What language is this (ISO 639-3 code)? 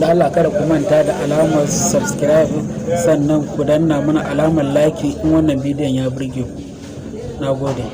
hau